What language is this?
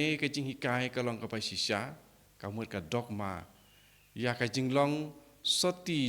Khasi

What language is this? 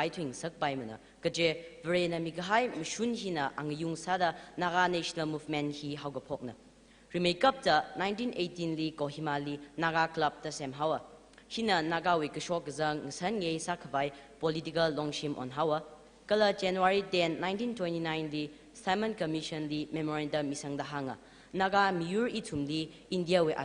Tangkhul Naga (India)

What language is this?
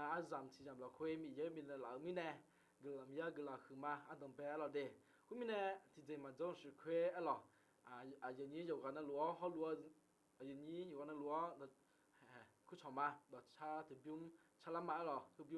Akha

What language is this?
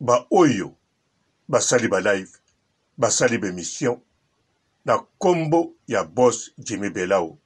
Lingala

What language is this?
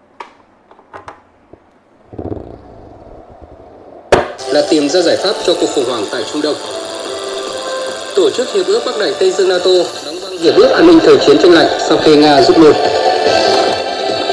Vietnamese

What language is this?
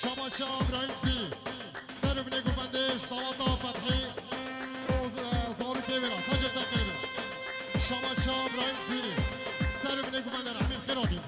Kurdish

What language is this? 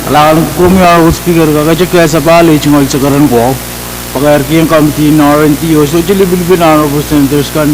Pohnpeian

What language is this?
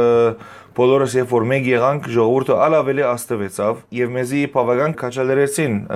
Western Armenian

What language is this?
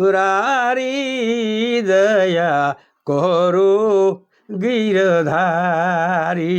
Sadri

